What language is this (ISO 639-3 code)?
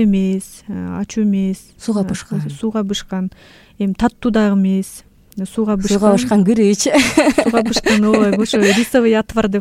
kir